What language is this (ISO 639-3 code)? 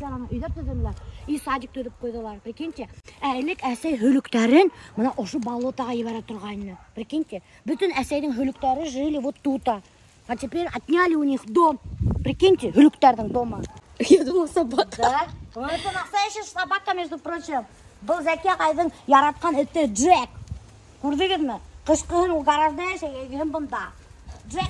bak